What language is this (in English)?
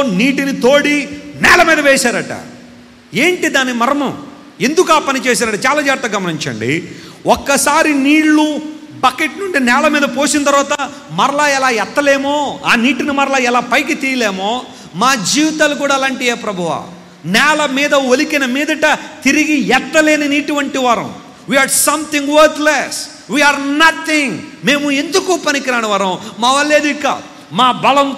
Telugu